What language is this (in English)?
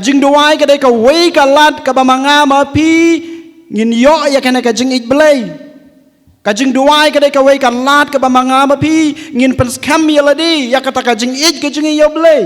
Khasi